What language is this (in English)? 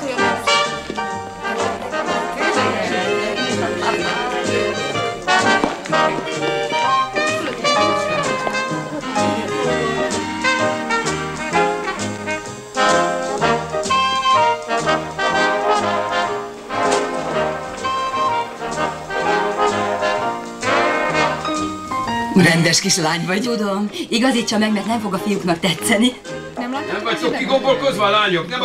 Hungarian